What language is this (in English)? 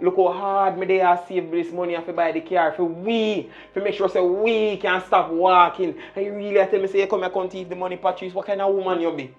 Jamaican Creole English